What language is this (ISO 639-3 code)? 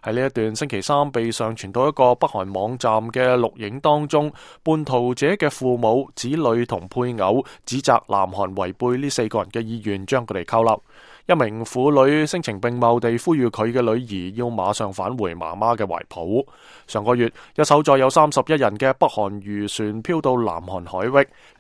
yue